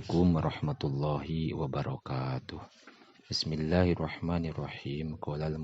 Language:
Sundanese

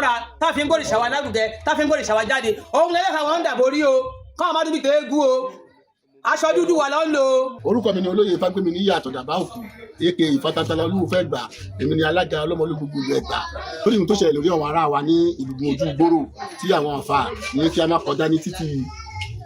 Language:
Yoruba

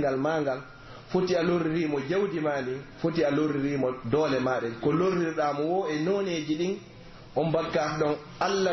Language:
Pular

